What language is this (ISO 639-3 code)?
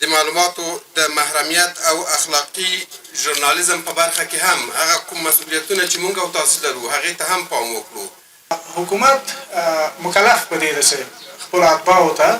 pus